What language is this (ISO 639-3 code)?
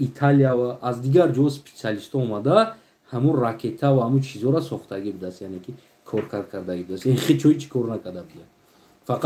tgk